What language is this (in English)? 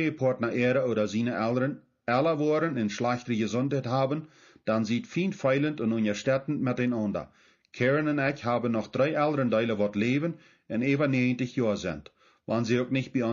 Plautdietsch